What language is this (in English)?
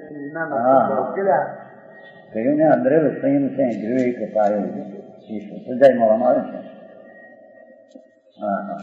Gujarati